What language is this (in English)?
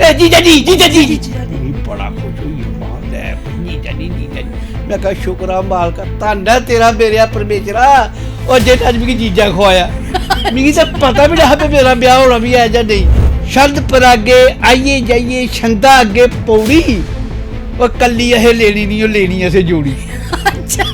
Dogri